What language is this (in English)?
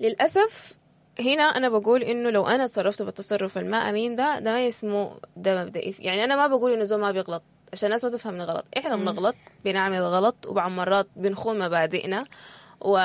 Sudanese Arabic